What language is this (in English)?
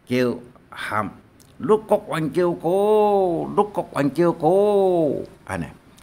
Hakka Chinese